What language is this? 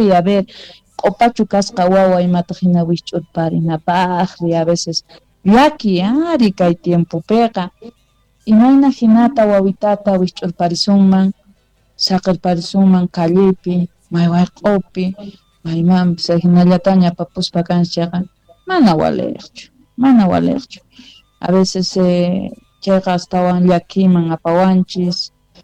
South Bolivian Quechua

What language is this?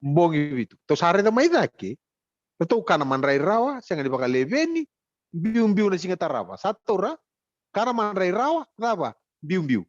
Fijian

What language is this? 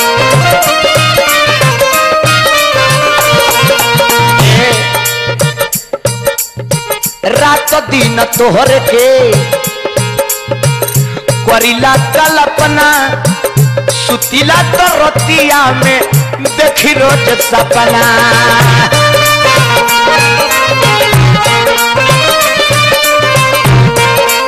Bhojpuri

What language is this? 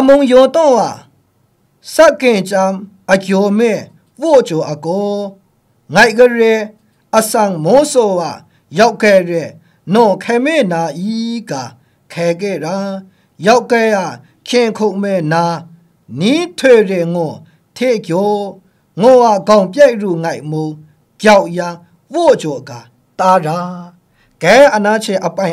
Kachin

